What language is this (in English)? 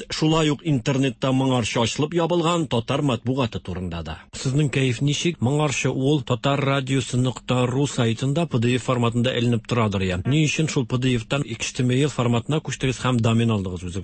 Tatar